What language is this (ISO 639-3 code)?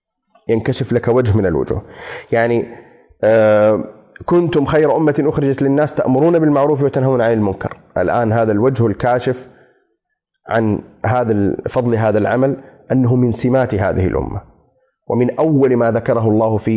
ara